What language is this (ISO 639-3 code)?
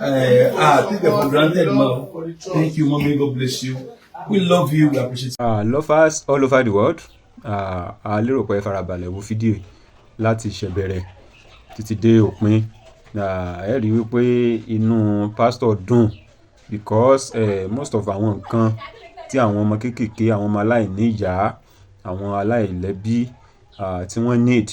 yor